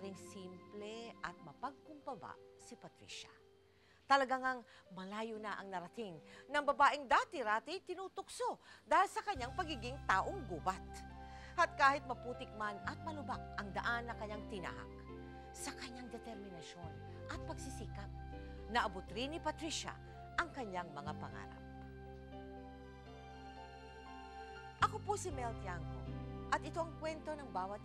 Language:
Filipino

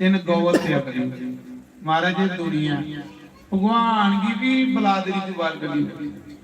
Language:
Dogri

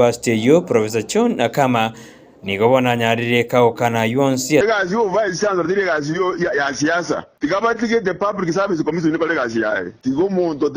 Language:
Gusii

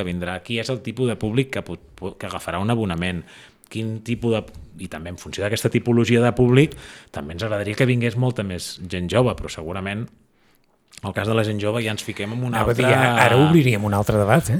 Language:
Catalan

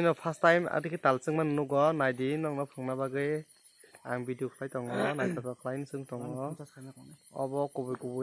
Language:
Kok Borok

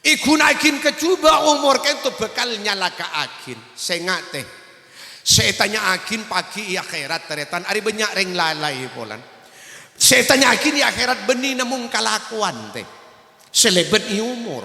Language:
Madurese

